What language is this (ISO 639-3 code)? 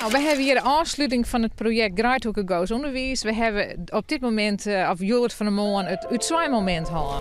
fry